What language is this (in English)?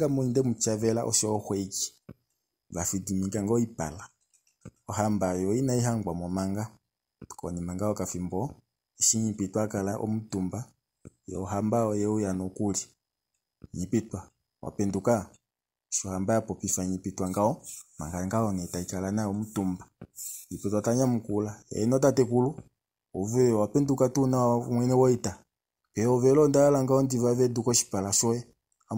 Kuanyama